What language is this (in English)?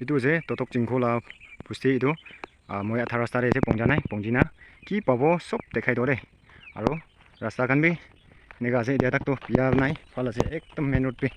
Naga Pidgin